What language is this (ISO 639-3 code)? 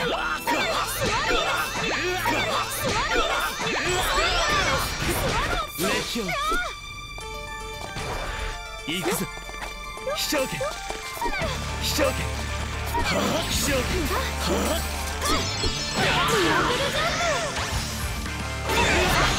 jpn